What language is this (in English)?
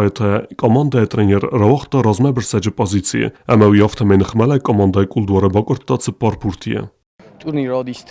Ossetic